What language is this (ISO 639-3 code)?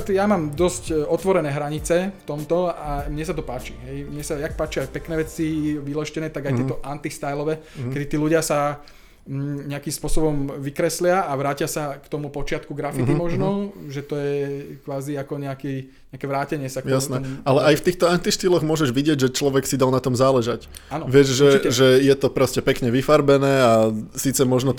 slk